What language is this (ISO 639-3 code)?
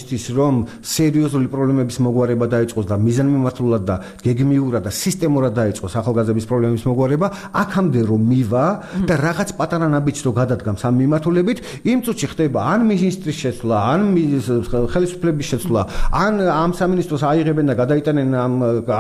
kat